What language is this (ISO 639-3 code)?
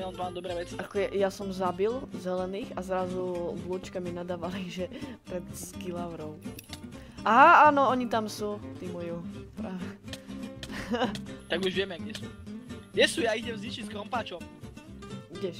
slk